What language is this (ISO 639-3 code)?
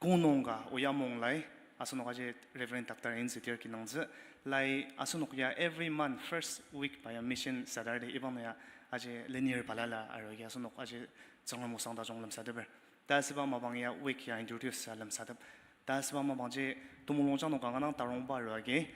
njo